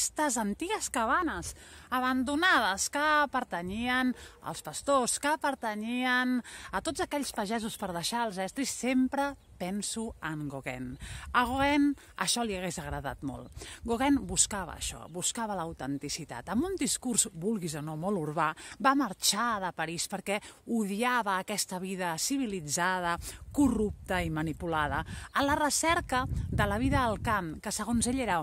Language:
Catalan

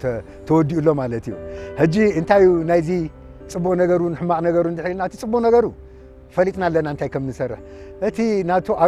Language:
Tigrinya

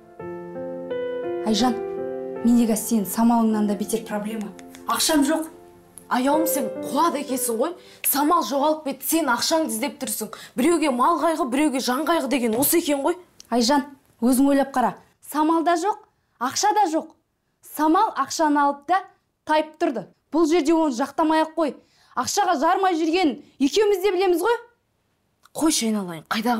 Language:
Kazakh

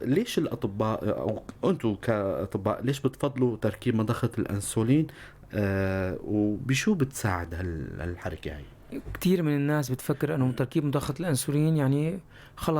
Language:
North Levantine Arabic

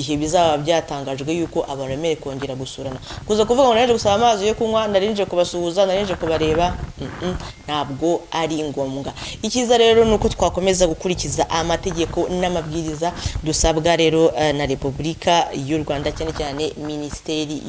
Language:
Kinyarwanda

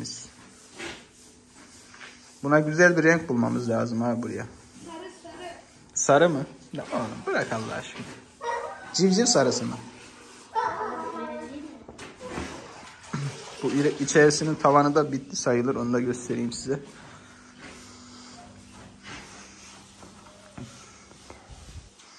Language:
Turkish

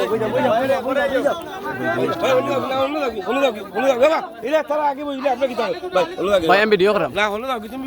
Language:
Sylheti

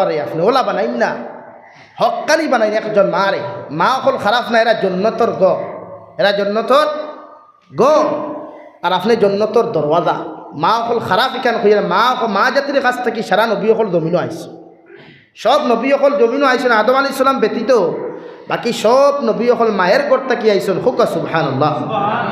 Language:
Sylheti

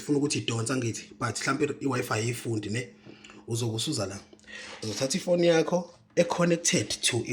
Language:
Zulu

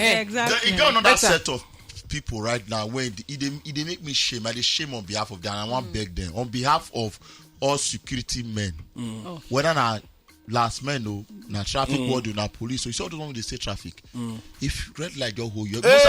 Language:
Nigerian Pidgin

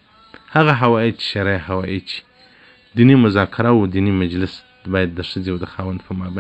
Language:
Pashto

